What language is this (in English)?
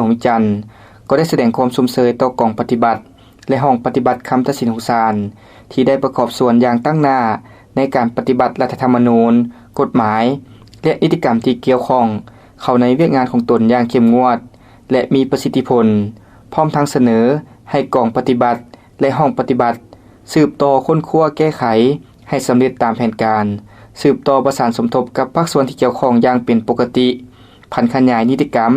Lao